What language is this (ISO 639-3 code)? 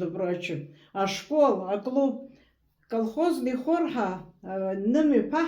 abk